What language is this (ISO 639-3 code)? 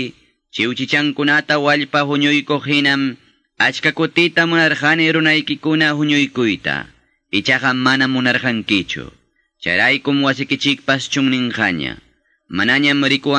que